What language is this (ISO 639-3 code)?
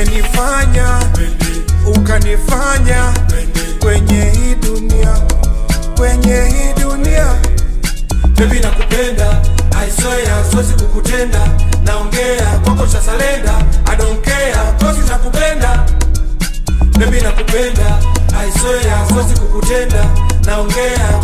swa